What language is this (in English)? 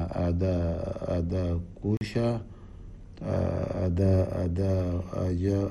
Chadian Arabic